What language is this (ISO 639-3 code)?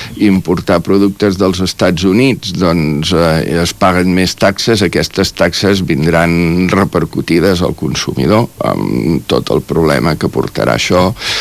cat